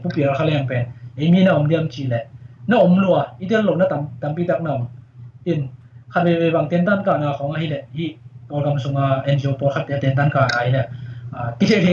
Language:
Tedim Chin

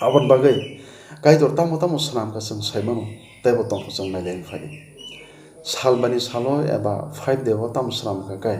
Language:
Kok Borok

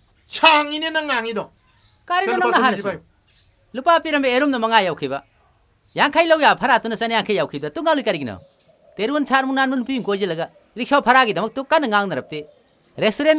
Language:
Manipuri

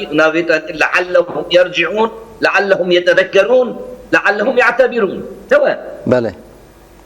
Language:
Kurdish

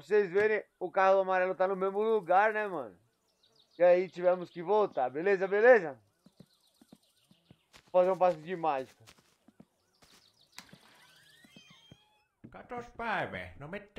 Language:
Portuguese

